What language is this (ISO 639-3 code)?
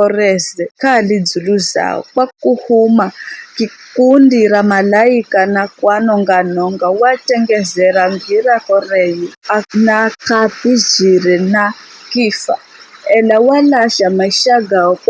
nyf